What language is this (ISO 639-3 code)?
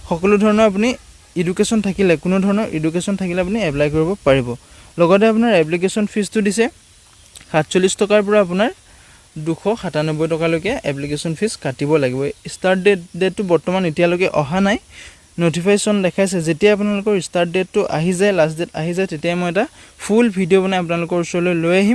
asm